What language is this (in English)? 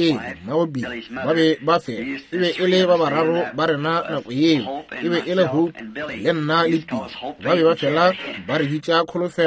Northern Sotho